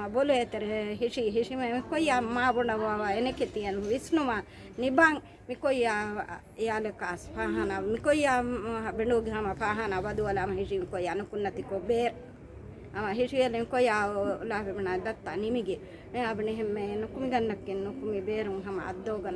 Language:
Divehi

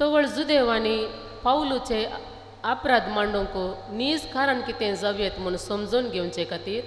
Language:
Konkani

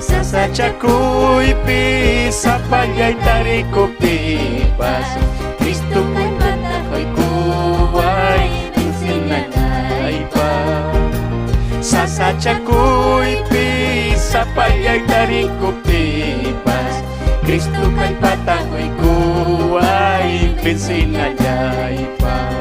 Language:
Ayacucho Quechua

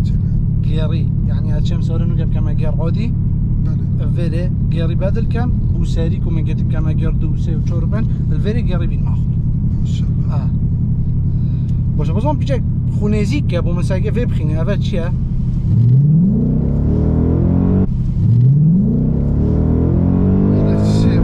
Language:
Persian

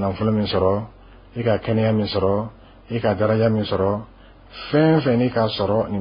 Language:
Bambara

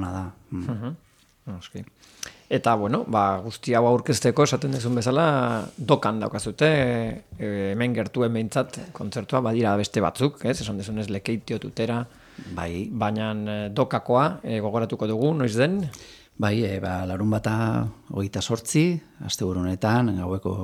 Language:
Basque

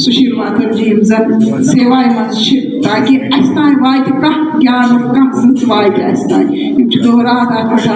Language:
Kashmiri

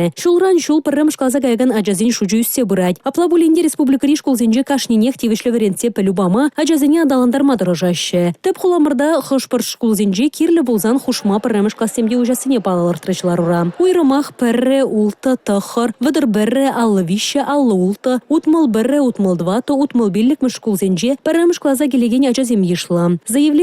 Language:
Chuvash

